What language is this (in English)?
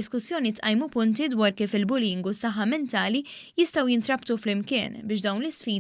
Maltese